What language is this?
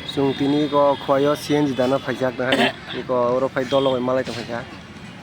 Kok Borok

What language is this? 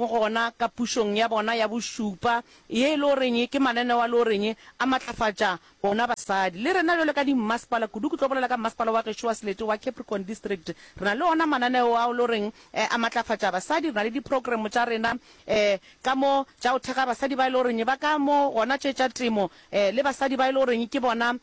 Northern Sotho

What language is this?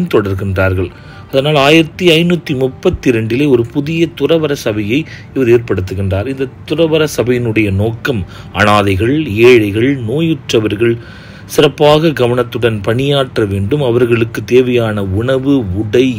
Tamil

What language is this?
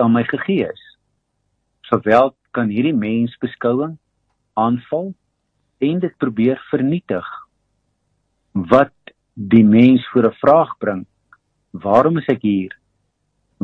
Afrikaans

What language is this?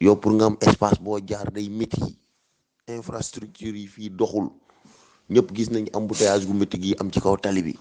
Wolof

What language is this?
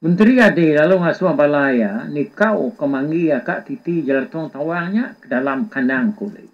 Iban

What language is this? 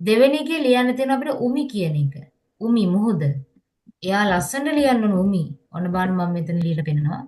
Sinhala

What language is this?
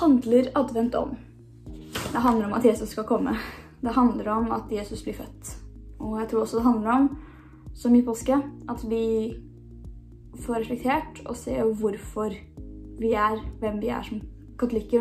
Norwegian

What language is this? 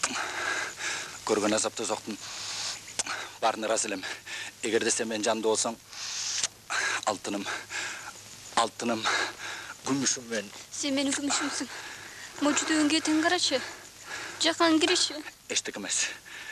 Kyrgyz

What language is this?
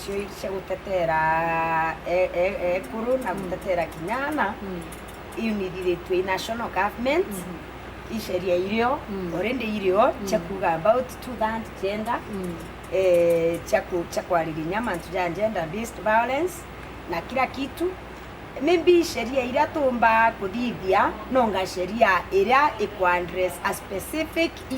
Meru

